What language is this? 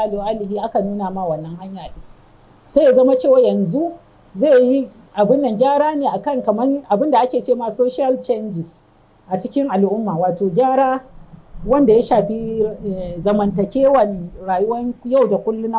Hausa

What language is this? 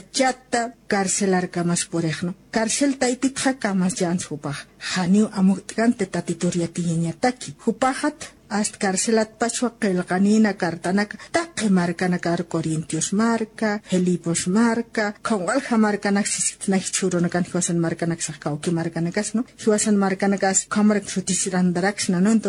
Aymara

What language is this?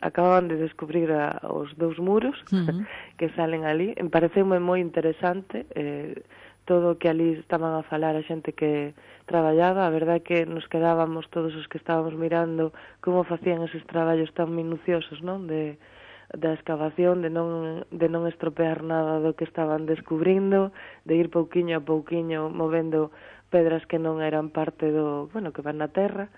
Galician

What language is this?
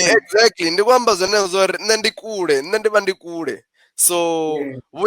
Venda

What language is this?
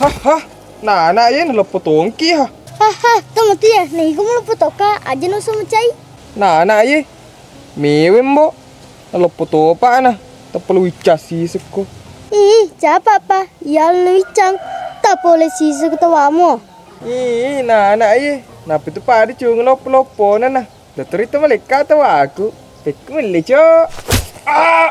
Buginese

